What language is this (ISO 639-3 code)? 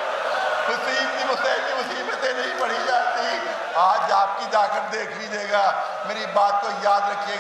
urd